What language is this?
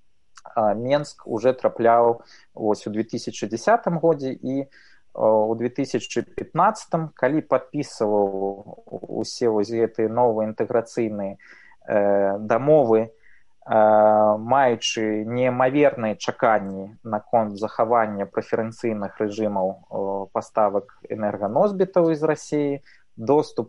Belarusian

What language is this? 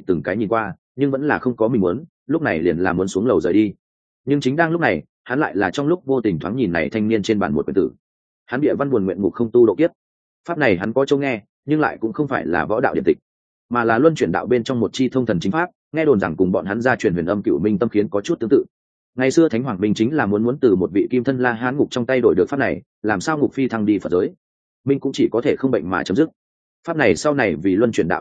Vietnamese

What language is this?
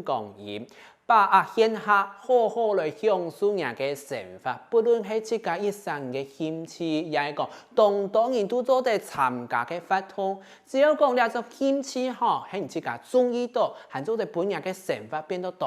Hakka Chinese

